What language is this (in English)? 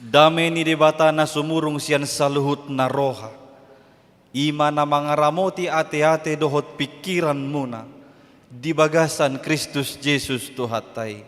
Batak Toba